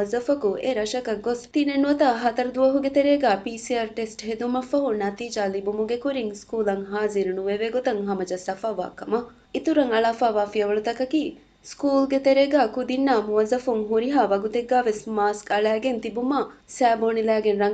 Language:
Divehi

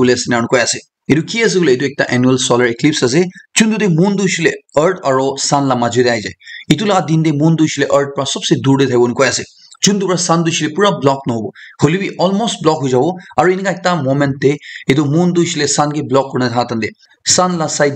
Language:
Naga Pidgin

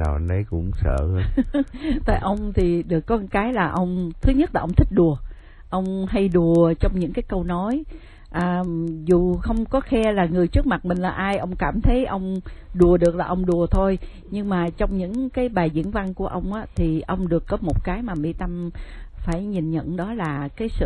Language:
Vietnamese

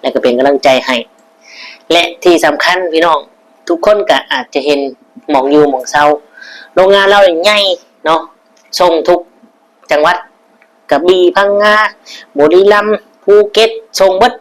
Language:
Lao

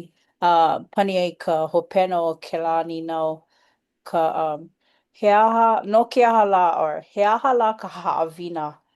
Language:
Hawaiian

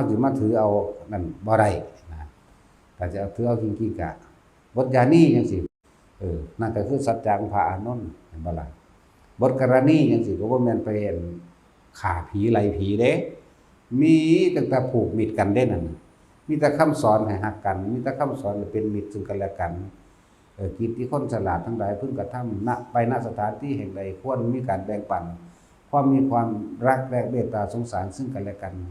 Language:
Lao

